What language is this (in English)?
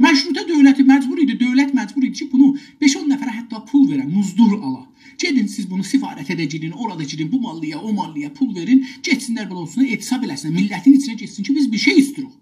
South Azerbaijani